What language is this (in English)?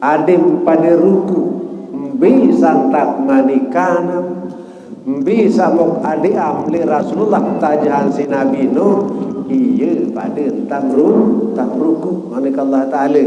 Sasak